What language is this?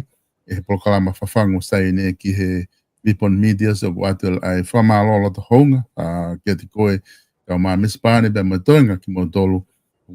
Tongan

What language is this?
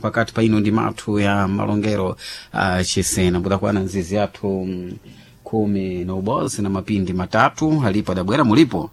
Sena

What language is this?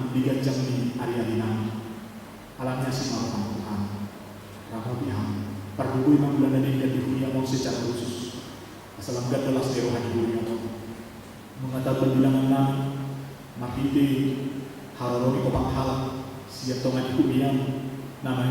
Batak Toba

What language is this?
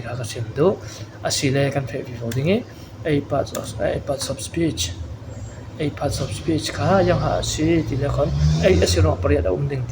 Falam Chin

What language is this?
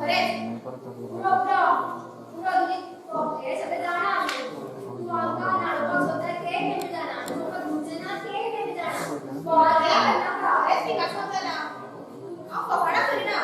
Konkani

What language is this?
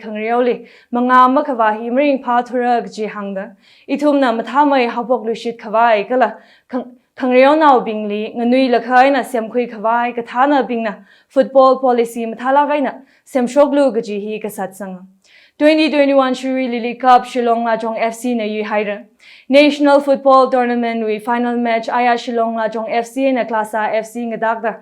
Tangkhul Naga (India)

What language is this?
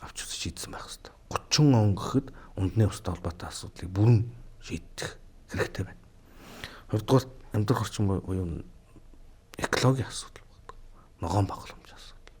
Mongolian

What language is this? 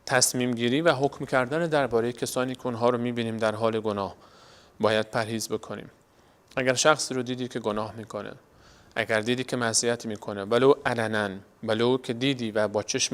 Persian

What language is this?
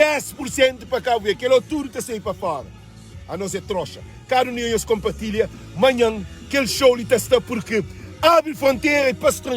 Kabuverdianu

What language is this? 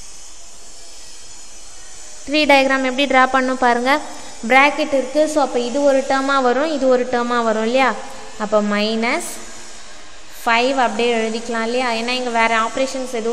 Tamil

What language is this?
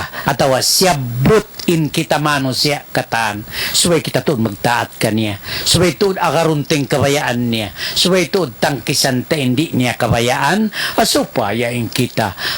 Tausug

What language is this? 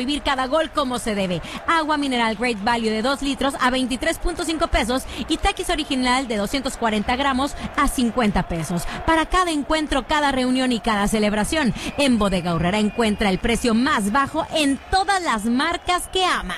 Spanish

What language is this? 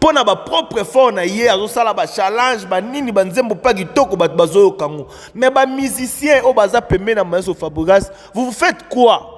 Lingala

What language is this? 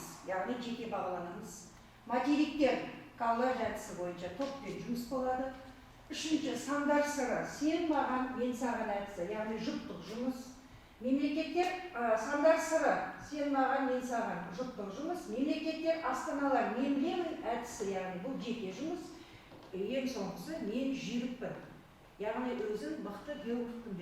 Kazakh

